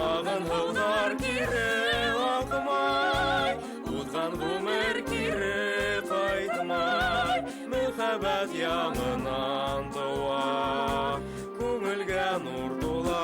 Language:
Bashkir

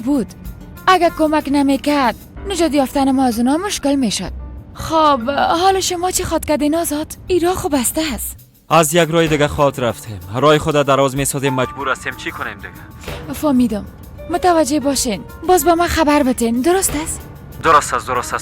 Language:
Persian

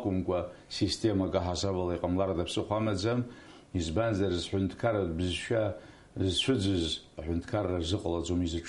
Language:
Abkhazian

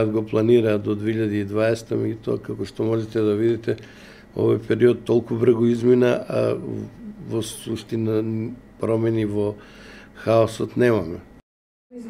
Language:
Macedonian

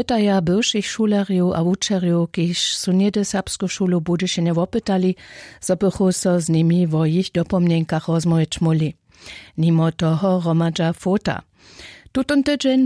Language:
Upper Sorbian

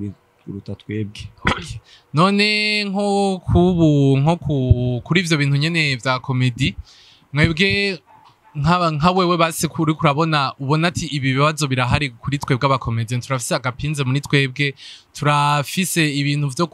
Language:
Rundi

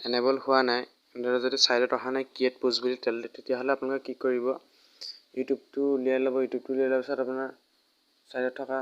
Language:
Assamese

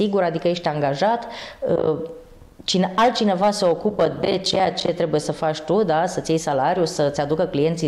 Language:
Romanian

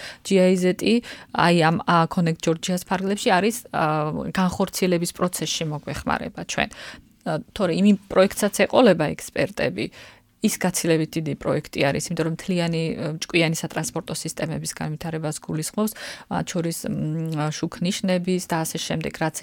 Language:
Georgian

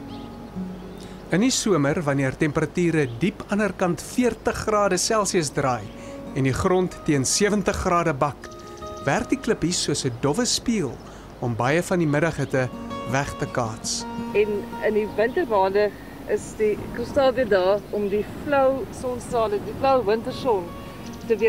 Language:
Afrikaans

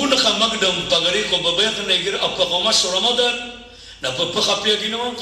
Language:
Maranao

